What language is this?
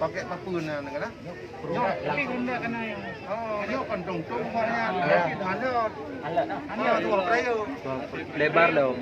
Achinese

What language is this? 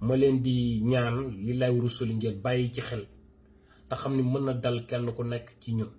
Wolof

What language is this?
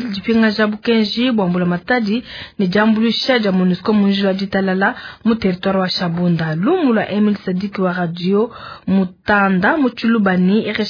Luba-Lulua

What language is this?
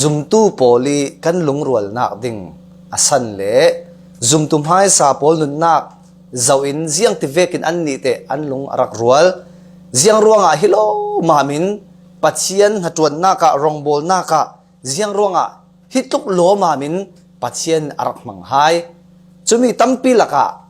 Falam Chin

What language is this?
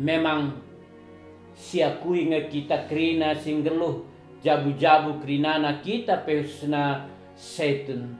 Batak Karo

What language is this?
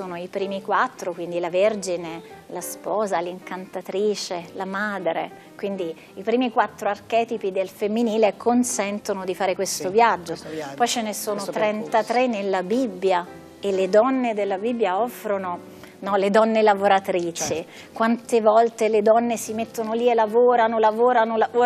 Italian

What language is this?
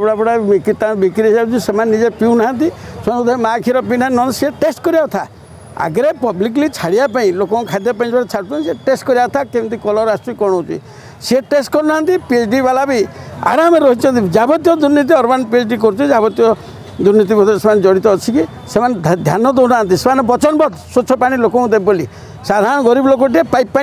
Odia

